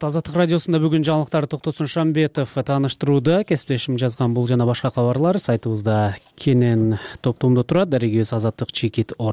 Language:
Kyrgyz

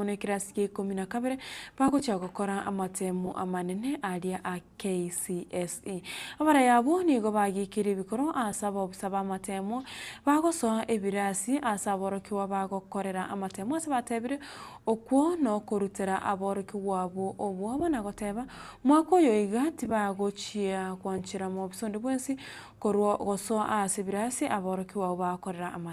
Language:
Gusii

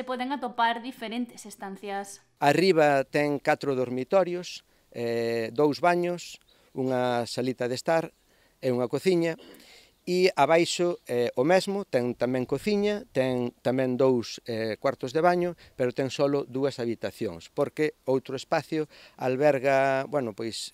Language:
Galician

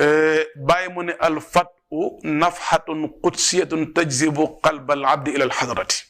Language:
Wolof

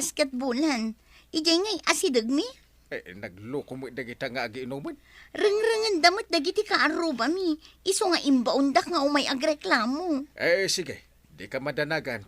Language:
Iloko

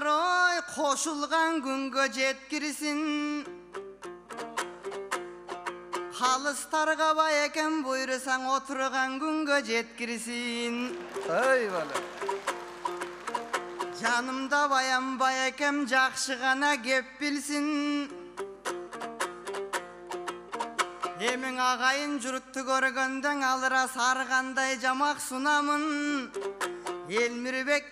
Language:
Kyrgyz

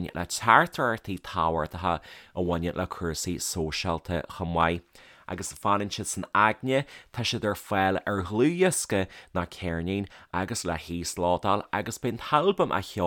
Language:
Irish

